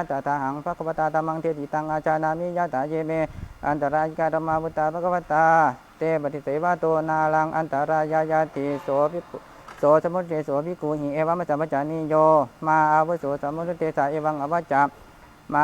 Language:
Pali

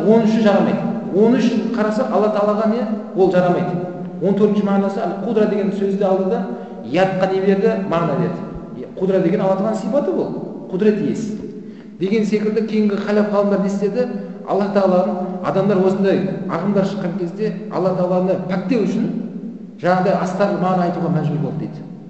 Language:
Kazakh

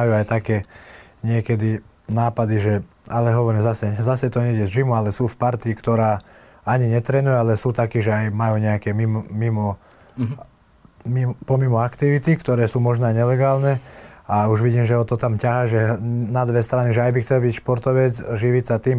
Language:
Slovak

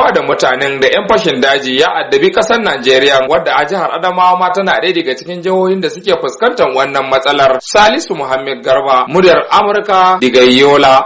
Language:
Hausa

